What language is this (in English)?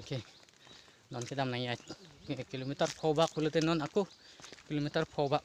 Karbi